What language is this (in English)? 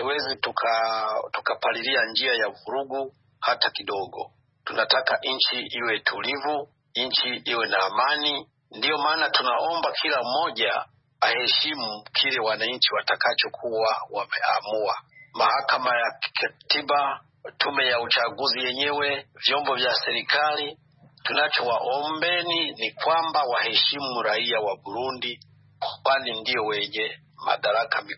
Swahili